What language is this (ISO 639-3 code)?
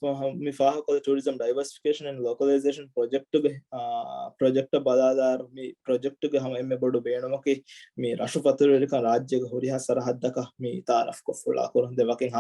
div